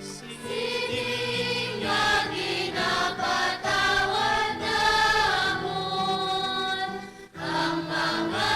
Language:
Hiligaynon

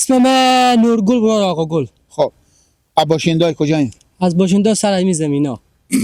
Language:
Persian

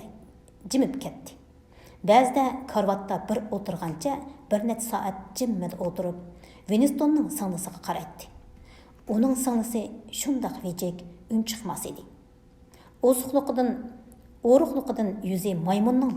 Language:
Uyghur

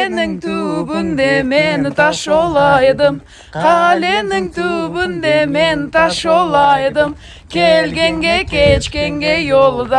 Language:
Crimean Tatar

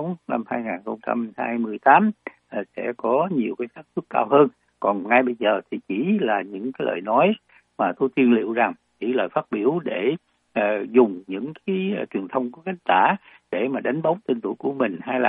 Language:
Vietnamese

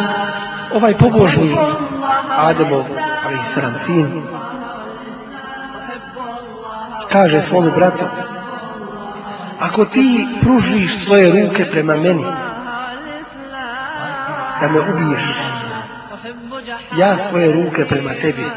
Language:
Bosnian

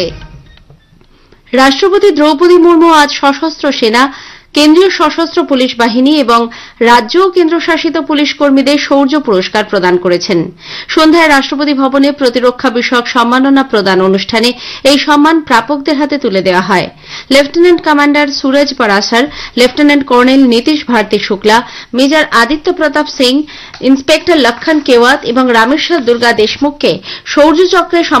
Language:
Bangla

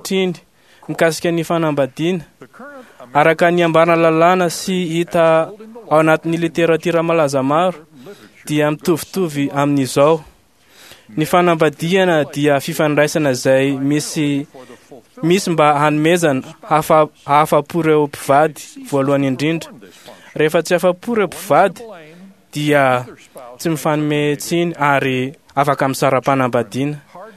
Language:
Malagasy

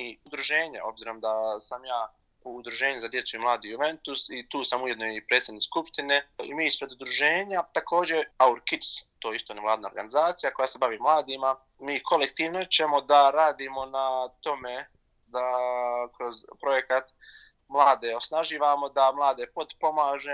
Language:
Bosnian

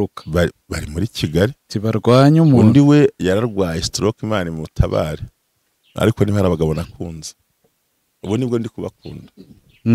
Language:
Kinyarwanda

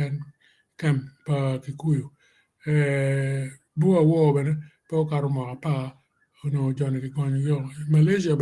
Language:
Acoli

